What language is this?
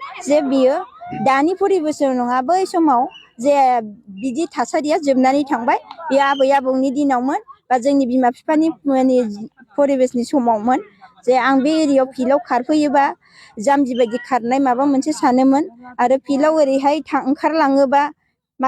Bodo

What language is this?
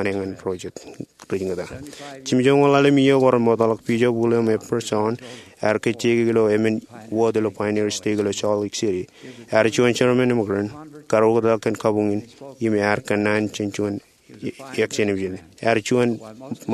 Marshallese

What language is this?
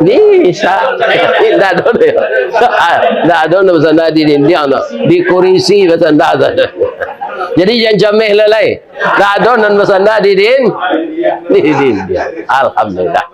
Minangkabau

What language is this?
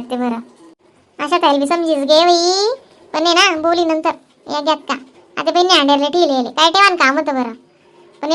Khandesi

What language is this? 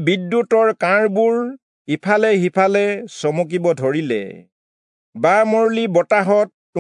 Assamese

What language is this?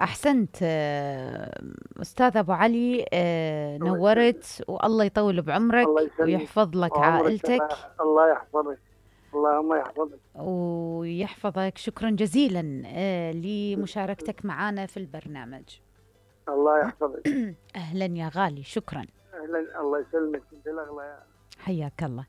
Mesopotamian Arabic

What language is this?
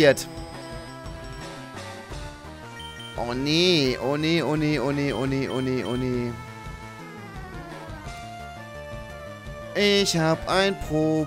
German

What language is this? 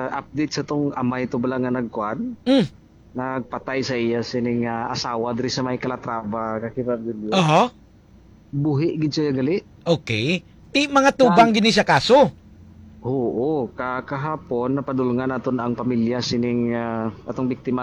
Hiligaynon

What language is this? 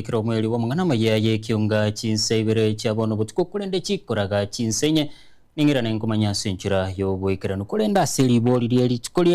Gusii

